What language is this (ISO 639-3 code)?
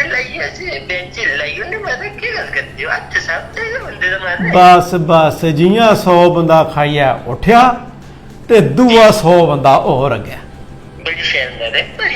doi